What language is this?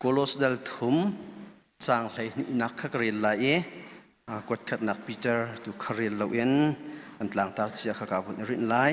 Hakha Chin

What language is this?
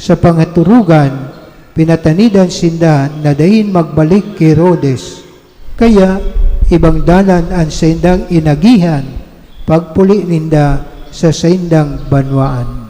Bikol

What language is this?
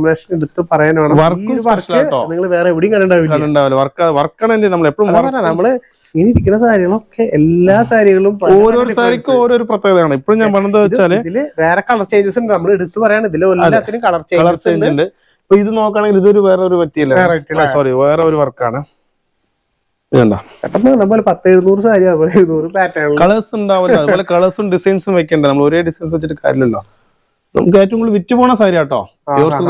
Malayalam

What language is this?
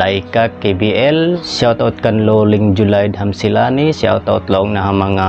Tausug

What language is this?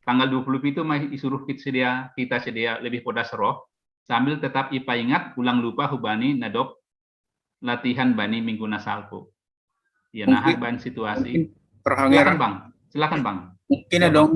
Batak Simalungun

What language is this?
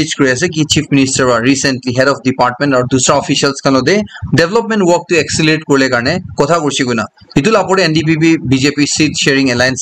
Naga Pidgin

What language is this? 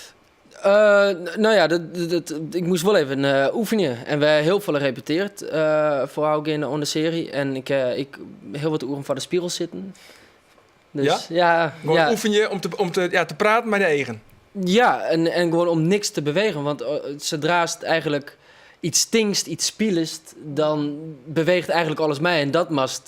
Western Frisian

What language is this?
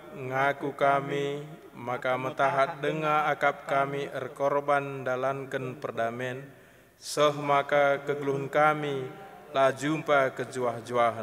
Batak Karo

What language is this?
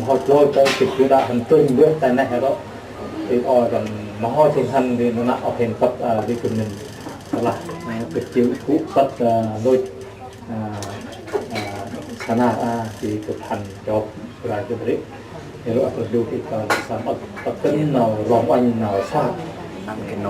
Central Mnong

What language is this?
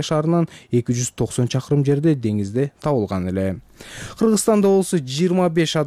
Kyrgyz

